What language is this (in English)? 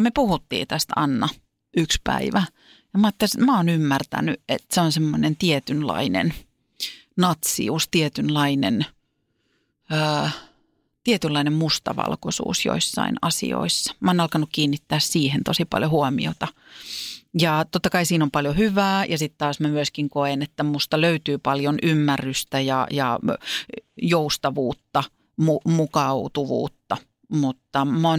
Finnish